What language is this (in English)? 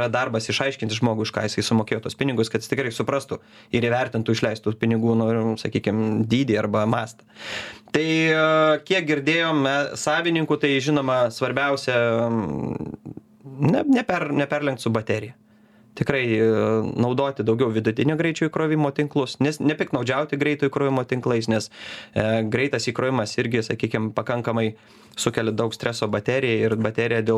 Lithuanian